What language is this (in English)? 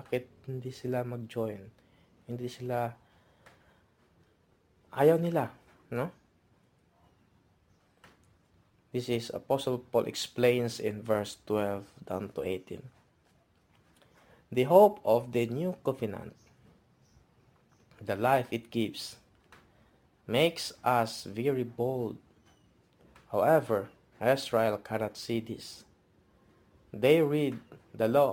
Filipino